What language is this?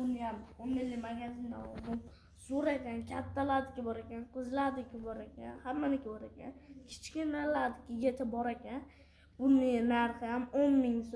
Uzbek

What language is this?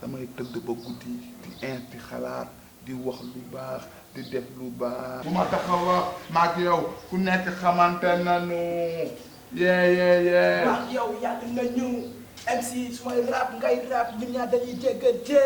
Wolof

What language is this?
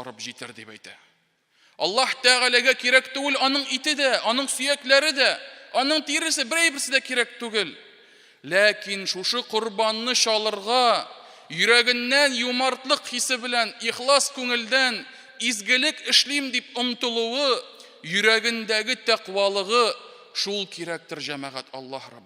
Tatar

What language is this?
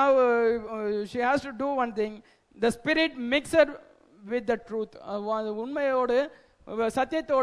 Tamil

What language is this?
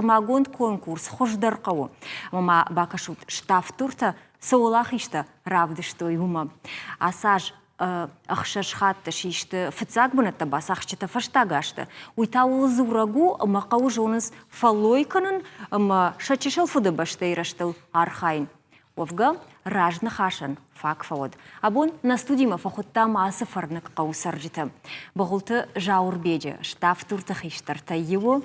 Ossetic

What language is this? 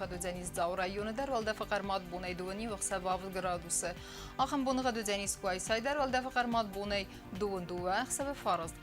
Ossetic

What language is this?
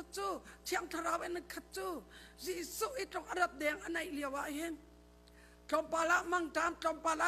Hakha Chin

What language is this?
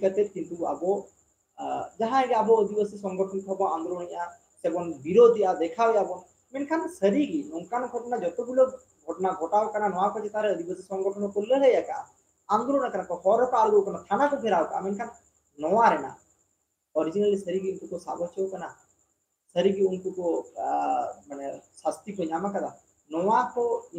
Santali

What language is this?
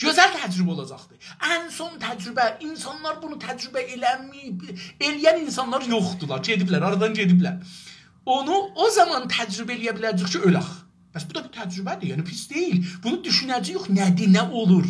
South Azerbaijani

